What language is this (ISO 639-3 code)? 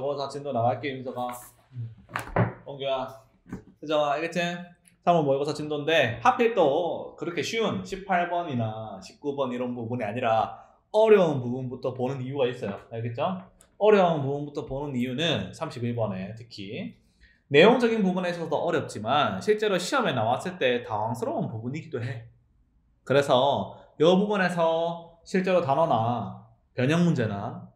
kor